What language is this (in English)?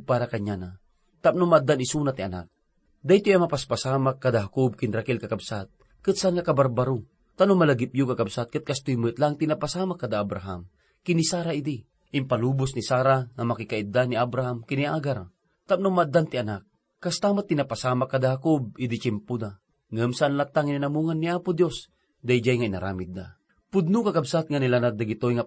Iloko